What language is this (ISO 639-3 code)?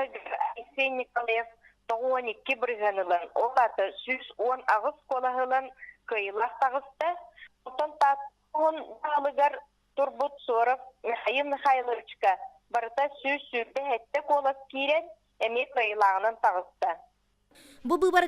sah